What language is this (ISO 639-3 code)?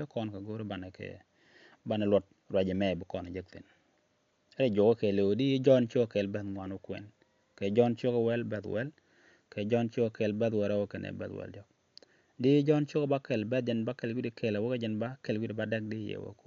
nus